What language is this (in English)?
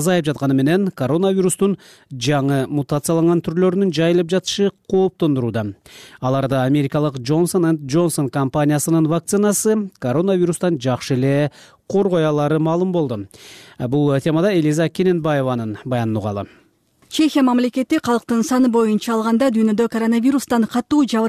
Kyrgyz